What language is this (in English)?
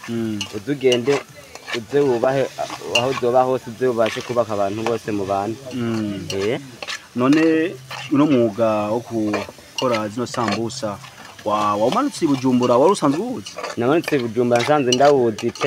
Rundi